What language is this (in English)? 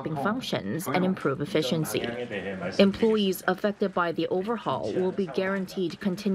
English